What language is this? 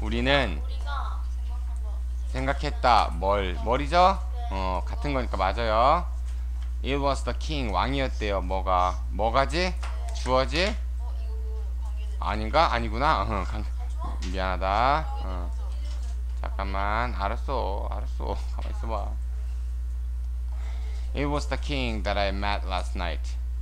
Korean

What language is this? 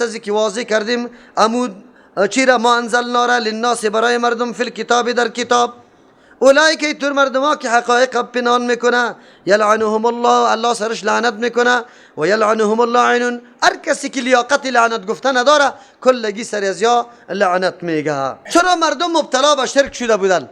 Persian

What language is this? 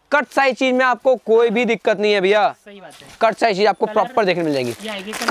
Hindi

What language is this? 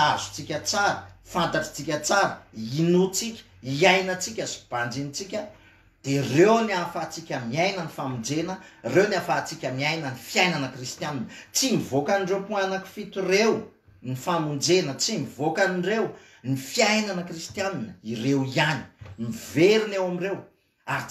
Malagasy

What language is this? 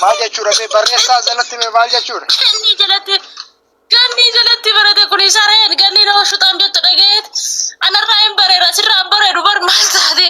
Oromo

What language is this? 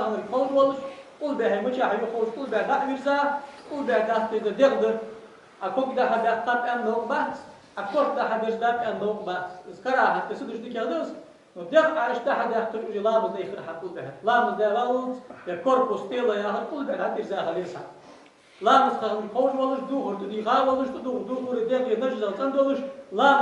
Ingush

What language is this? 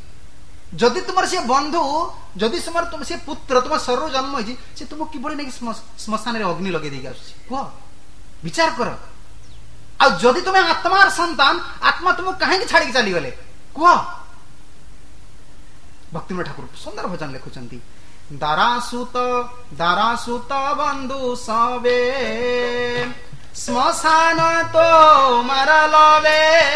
Odia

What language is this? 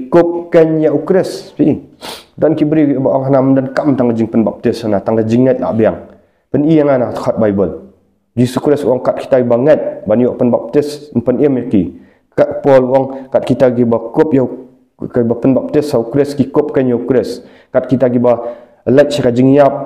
Khasi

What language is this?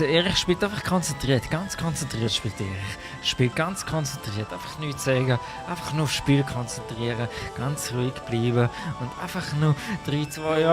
Swiss German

